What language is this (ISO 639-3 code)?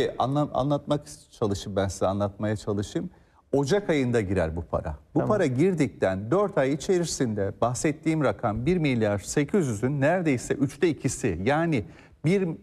tur